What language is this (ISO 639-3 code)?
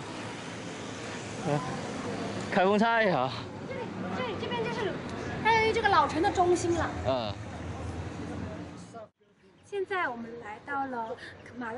zho